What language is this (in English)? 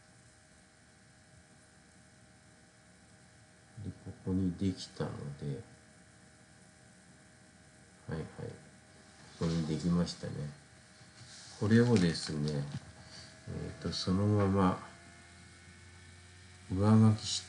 Japanese